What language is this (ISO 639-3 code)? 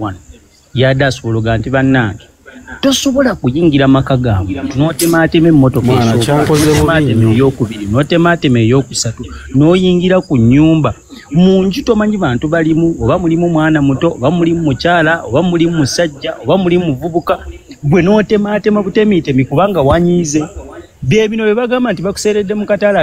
lug